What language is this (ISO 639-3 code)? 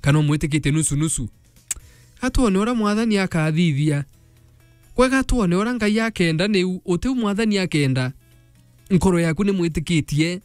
mer